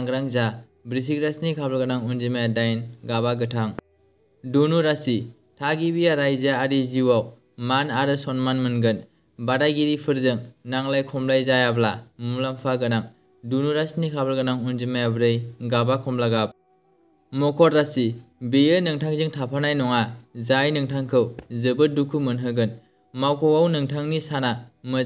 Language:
Bodo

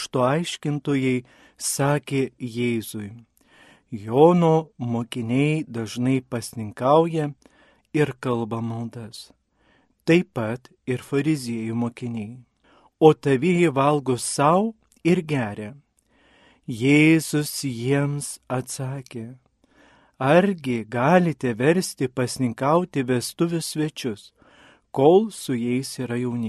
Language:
Lithuanian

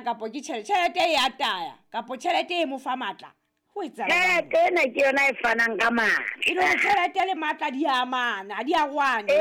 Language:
Southern Sotho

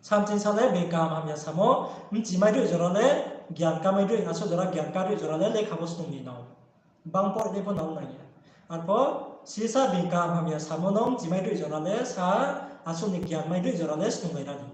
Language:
Riang (India)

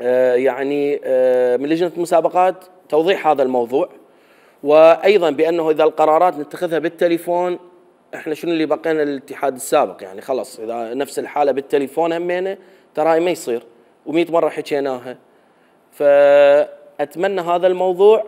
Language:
Mesopotamian Arabic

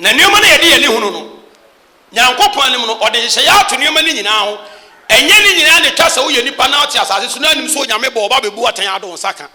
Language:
Akan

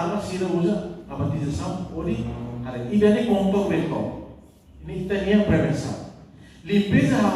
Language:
Tetum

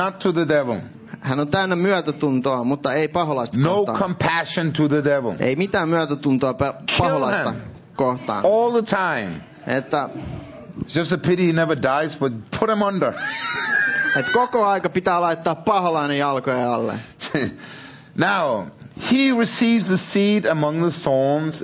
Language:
Finnish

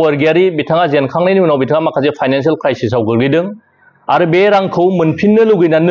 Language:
Bodo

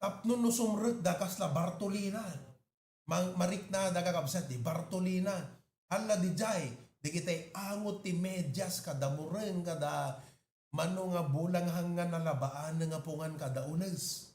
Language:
Iloko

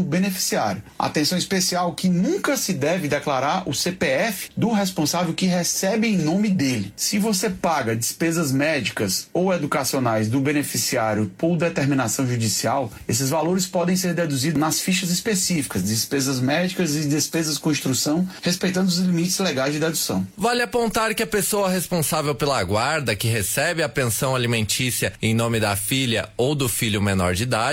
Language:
Portuguese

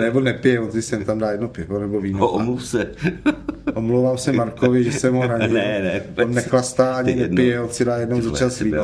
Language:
Czech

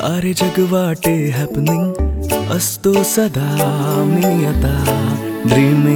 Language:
Marathi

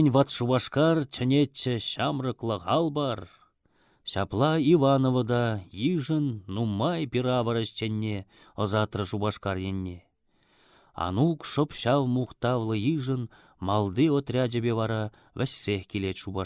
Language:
Chuvash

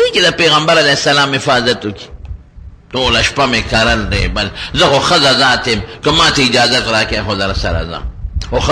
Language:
Pashto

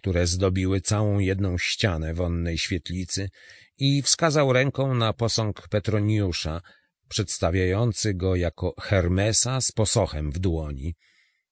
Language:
Polish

